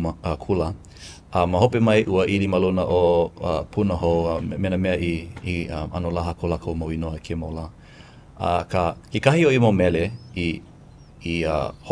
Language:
Hawaiian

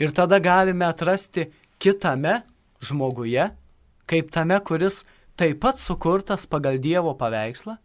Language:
Lithuanian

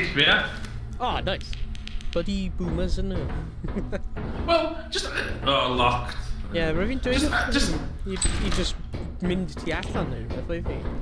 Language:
Welsh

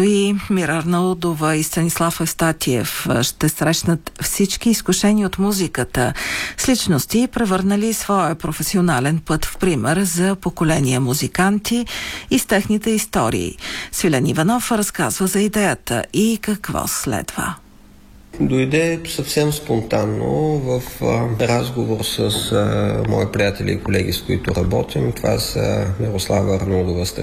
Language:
Bulgarian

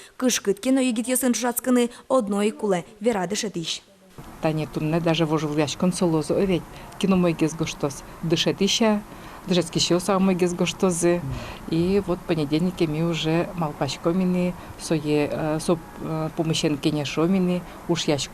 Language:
Udmurt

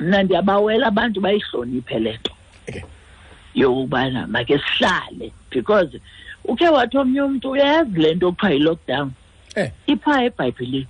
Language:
Xhosa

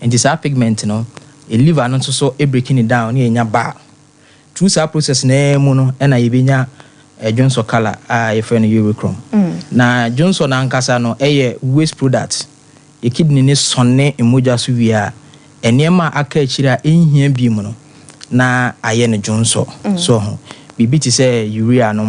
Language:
Akan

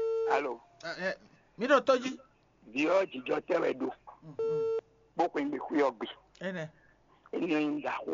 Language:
Fon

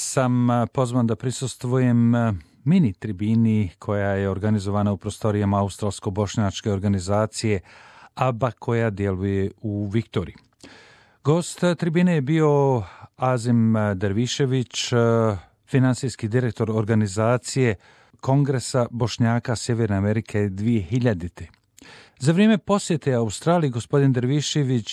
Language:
Bosnian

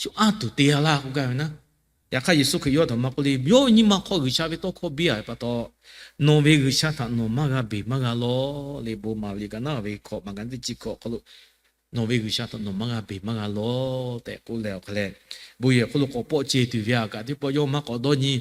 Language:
Lahu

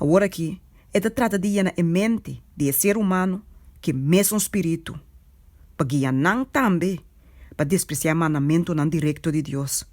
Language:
Papiamento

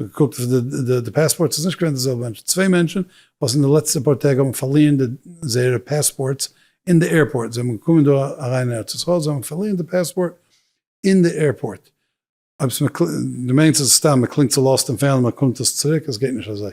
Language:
Yiddish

